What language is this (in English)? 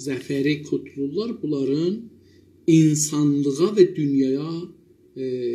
South Azerbaijani